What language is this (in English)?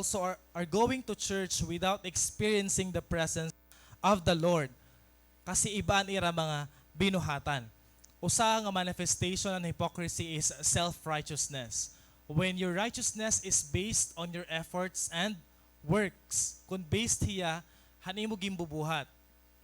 Waray